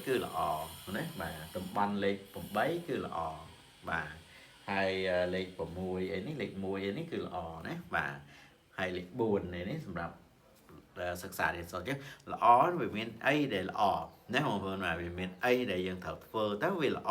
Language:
Khmer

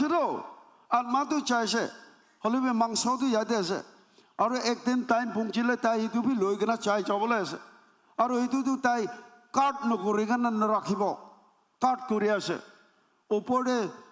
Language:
Naga Pidgin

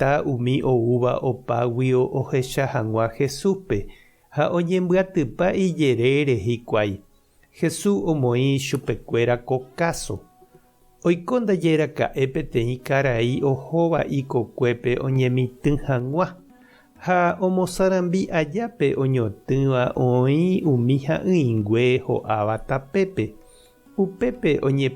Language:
Guarani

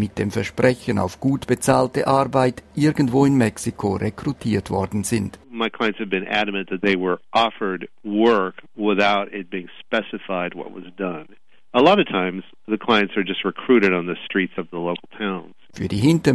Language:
German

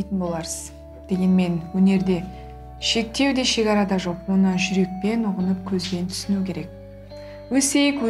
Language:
Kazakh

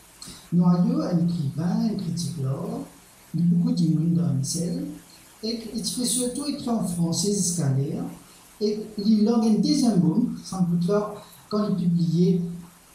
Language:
Morisyen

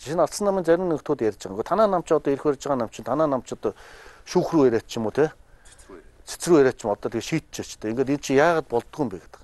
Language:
Mongolian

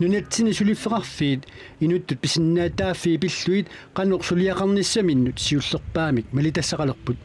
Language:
Kalaallisut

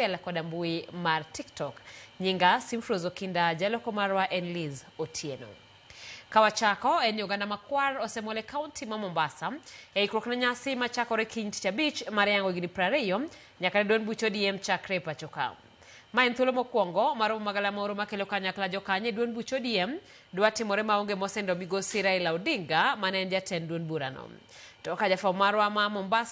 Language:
Luo (Kenya and Tanzania)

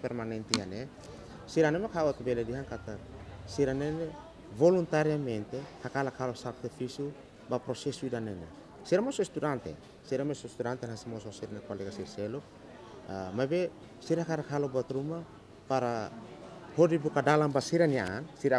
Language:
Tetum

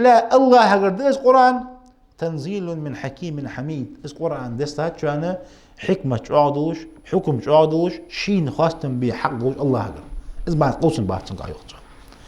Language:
Ingush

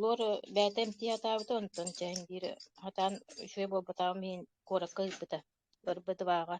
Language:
Yakut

